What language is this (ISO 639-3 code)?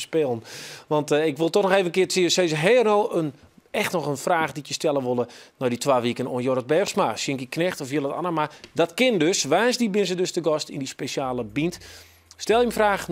fry